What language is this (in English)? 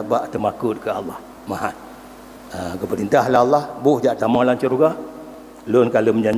Achinese